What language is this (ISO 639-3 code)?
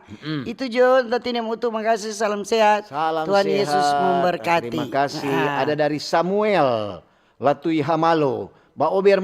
xmm